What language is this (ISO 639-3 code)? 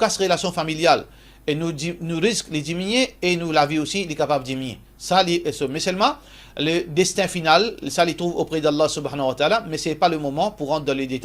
mfe